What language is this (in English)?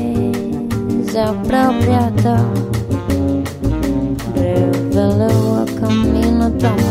Portuguese